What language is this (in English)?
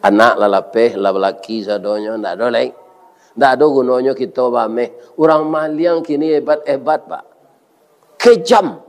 Minangkabau